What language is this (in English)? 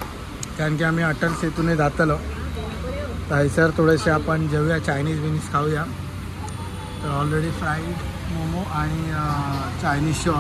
Marathi